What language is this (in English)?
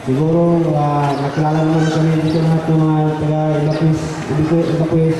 Maranao